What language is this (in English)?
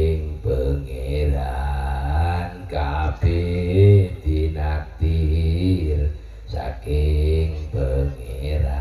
Madurese